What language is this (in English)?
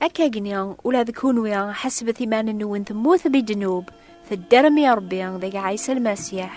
Kabyle